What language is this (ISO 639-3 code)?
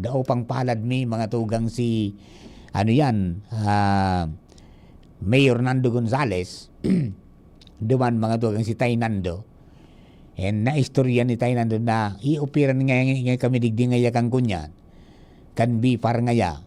bik